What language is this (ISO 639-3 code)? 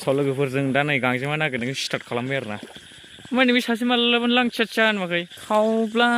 brx